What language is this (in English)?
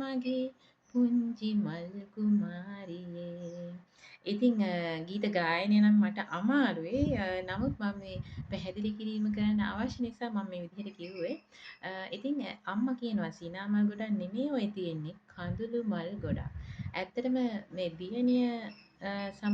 Sinhala